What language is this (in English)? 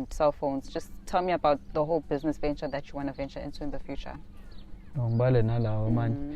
Zulu